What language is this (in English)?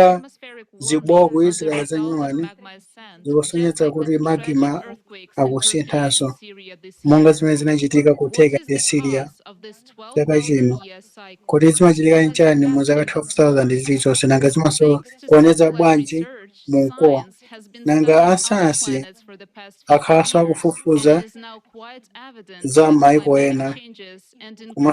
Nyanja